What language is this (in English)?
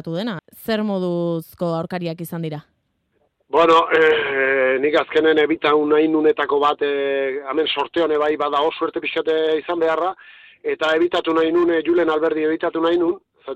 Basque